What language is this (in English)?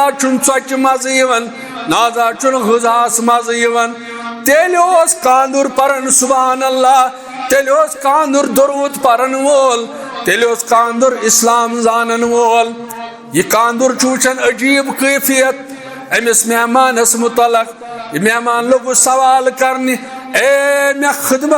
Kashmiri